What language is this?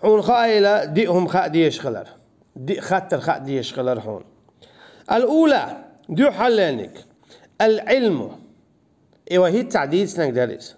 Chechen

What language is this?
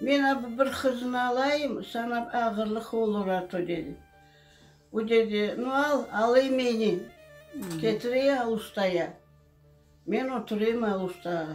Crimean Tatar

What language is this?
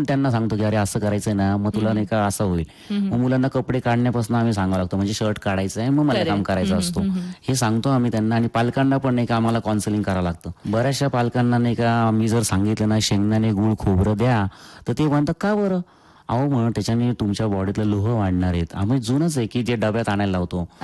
Marathi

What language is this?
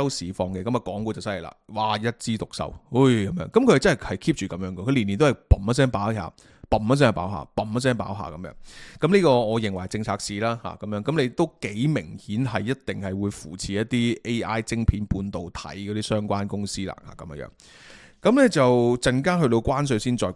Cantonese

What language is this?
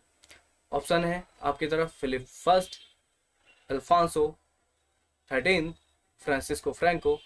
Hindi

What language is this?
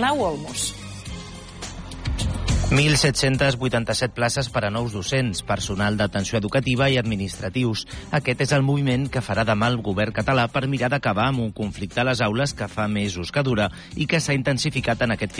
Catalan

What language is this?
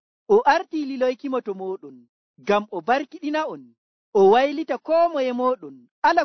Nigerian Fulfulde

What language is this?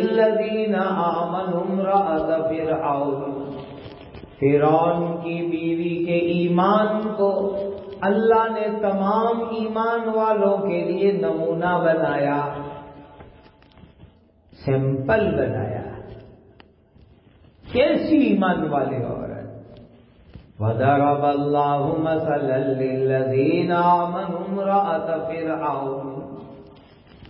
Urdu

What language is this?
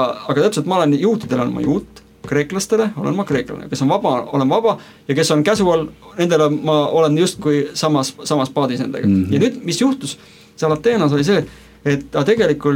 Estonian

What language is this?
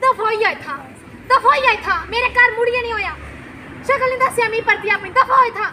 Dogri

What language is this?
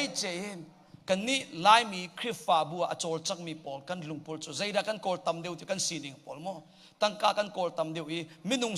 Hakha Chin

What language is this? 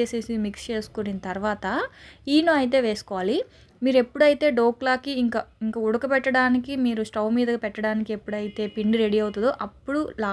Telugu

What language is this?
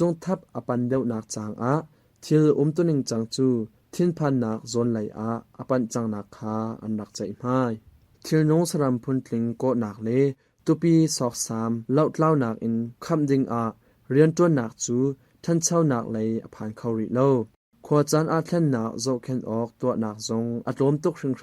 Hakha Chin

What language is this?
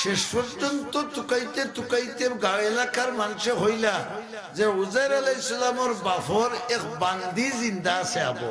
Sylheti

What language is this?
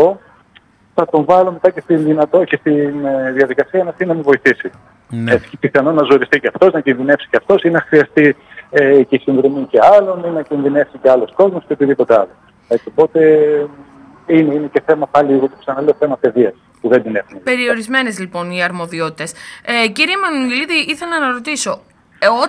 Greek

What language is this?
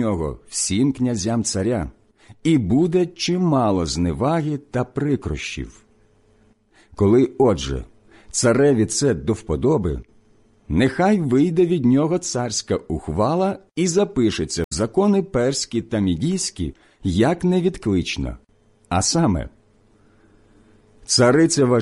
Ukrainian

